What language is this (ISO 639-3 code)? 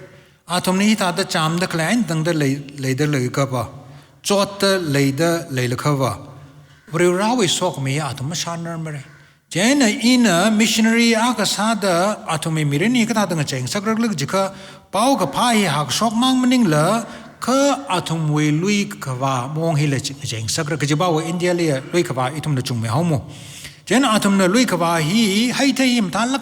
nmf